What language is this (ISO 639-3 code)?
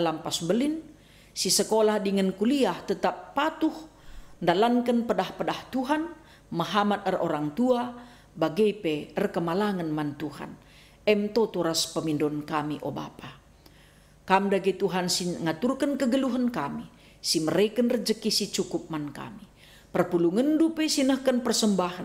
btx